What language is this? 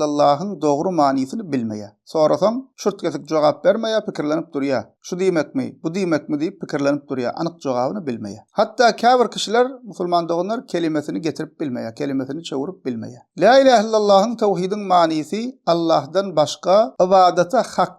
Turkmen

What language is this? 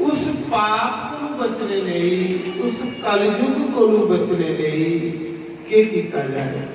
Dogri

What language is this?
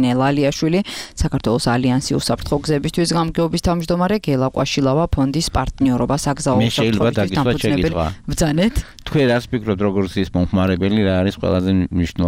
Georgian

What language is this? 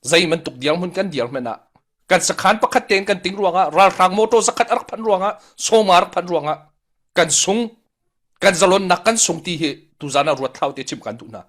Hakha Chin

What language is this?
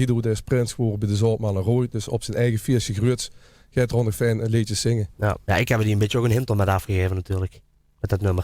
Limburgish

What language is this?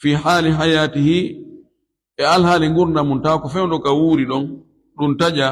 Fula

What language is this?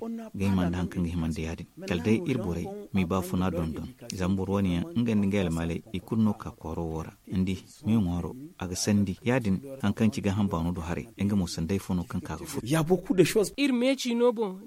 Zarma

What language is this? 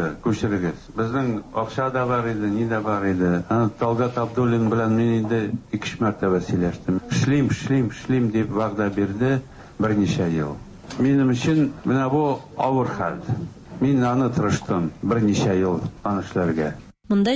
Tatar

